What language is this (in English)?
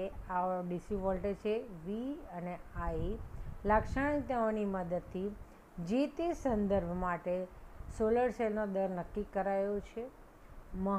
Gujarati